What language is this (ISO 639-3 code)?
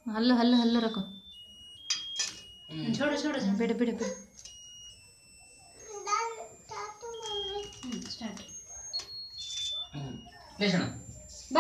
kan